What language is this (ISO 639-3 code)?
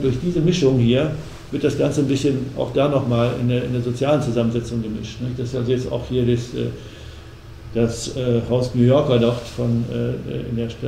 deu